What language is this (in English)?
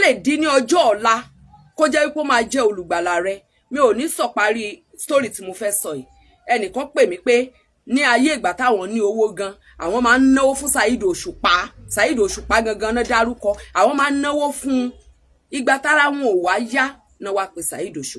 Yoruba